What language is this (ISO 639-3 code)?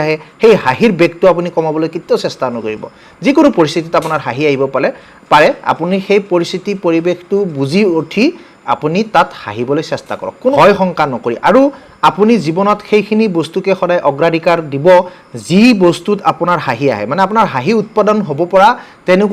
asm